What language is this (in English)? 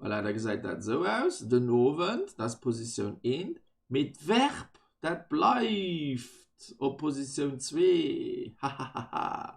Luxembourgish